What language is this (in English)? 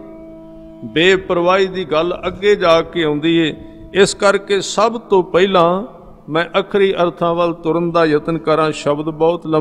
Punjabi